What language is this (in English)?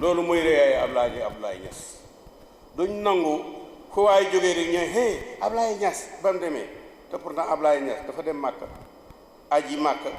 Wolof